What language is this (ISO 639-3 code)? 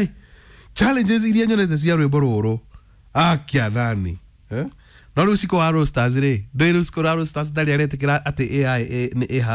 kik